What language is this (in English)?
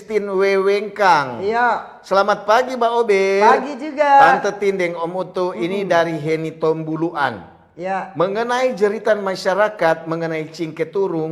Manado Malay